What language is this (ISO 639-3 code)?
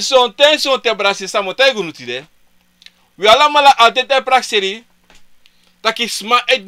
srn